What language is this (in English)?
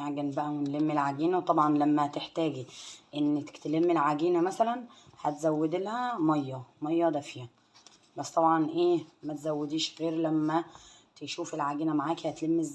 Egyptian Arabic